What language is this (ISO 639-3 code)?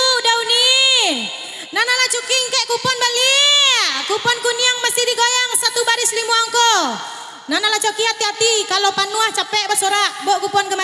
min